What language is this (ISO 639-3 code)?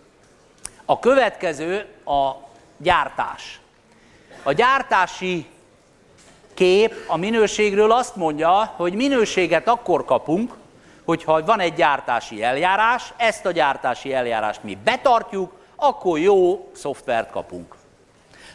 hun